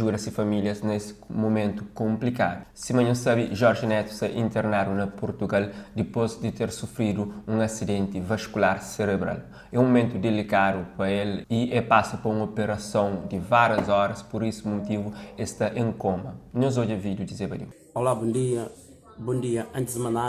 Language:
Kabuverdianu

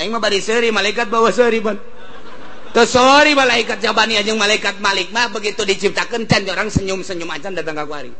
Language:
Sundanese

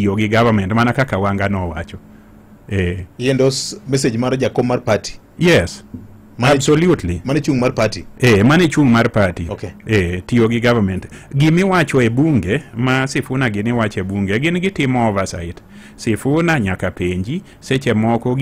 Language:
Luo (Kenya and Tanzania)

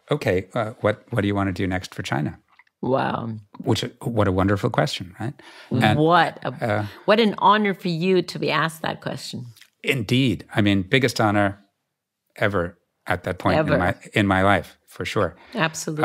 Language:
English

